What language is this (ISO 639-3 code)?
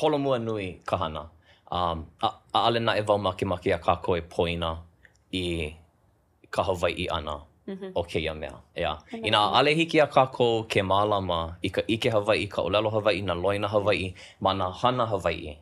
haw